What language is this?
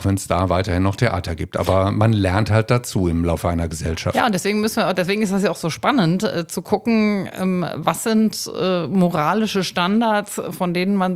German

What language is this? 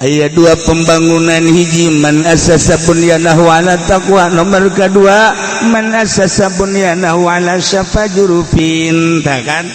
Sundanese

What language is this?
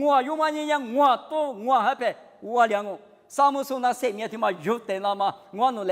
Lisu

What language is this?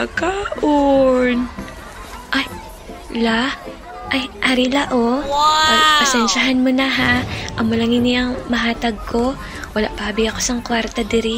Hiligaynon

